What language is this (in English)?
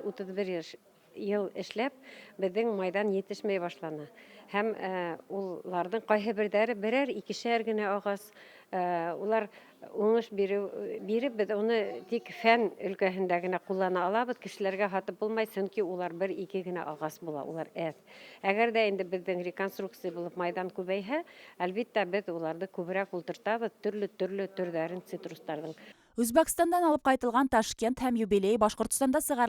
Bashkir